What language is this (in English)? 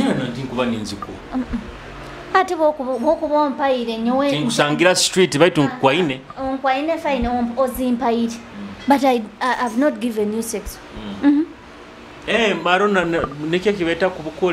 Nyoro